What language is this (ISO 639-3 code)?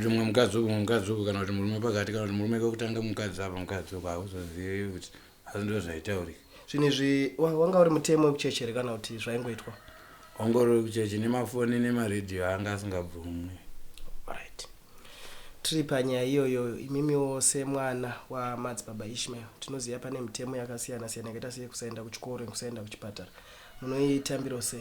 sna